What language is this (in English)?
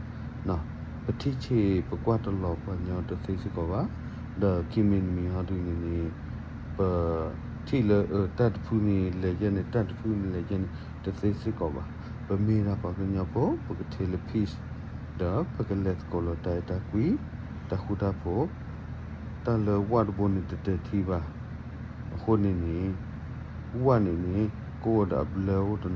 S'gaw Karen